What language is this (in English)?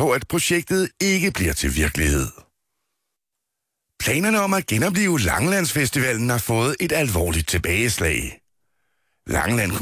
Danish